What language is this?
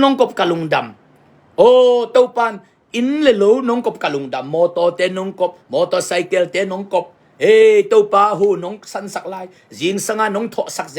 Tedim Chin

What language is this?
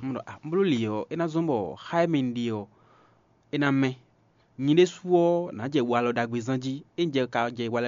Fon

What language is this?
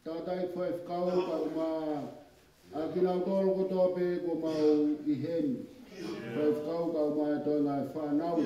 Tongan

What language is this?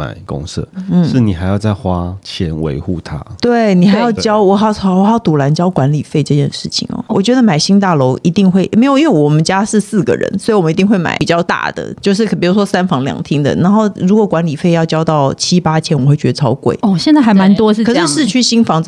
Chinese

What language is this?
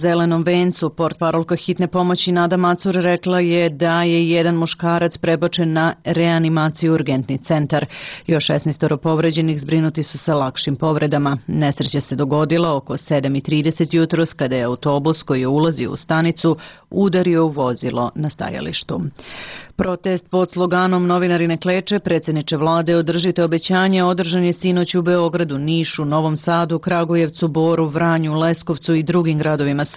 Serbian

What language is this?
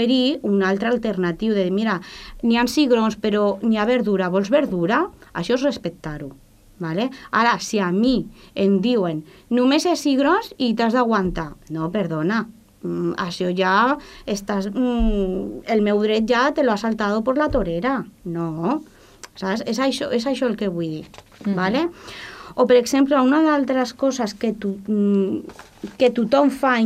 Catalan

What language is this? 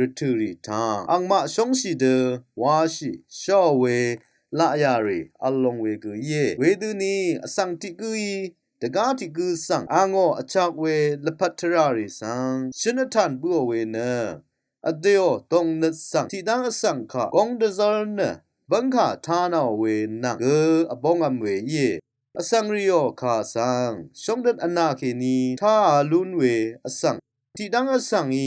Rawang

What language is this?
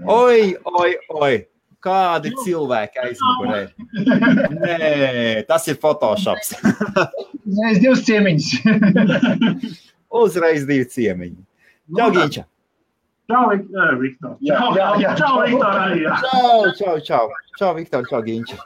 Latvian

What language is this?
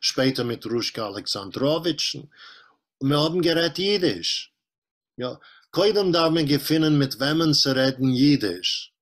Yiddish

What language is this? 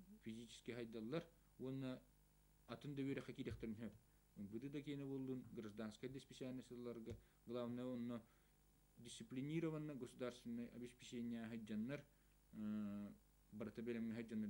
Yakut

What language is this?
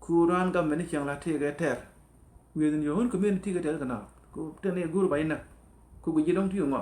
Nuer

